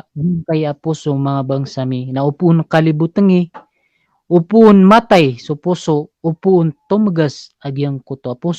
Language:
Maranao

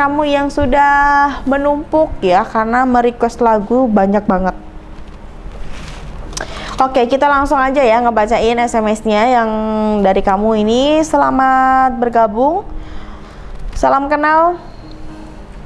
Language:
Indonesian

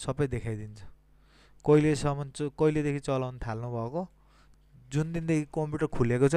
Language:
Nepali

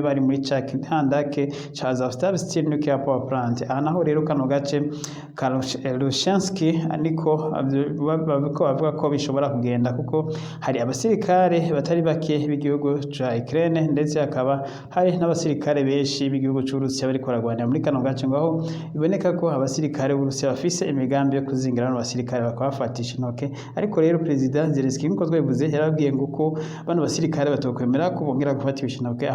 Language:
Rundi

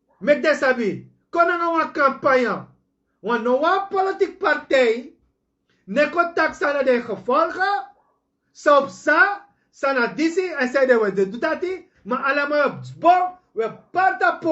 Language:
Sranan Tongo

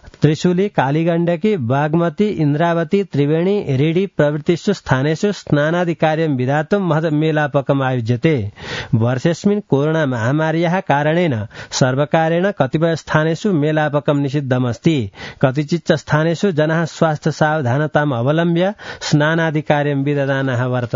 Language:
Sanskrit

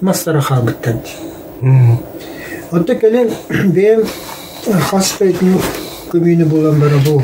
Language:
Yakut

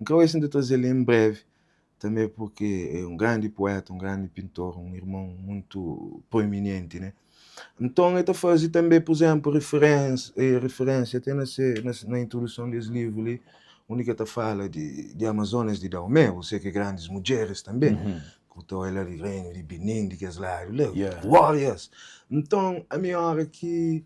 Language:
Kabuverdianu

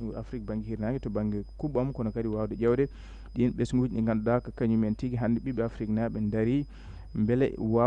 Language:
Fula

